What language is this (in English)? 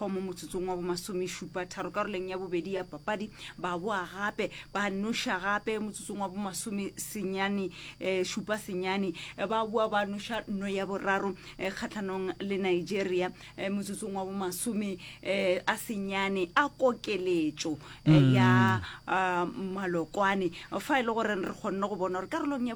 Northern Sotho